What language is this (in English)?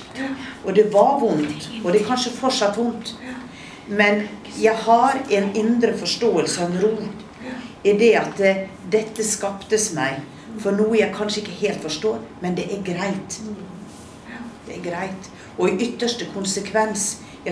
Norwegian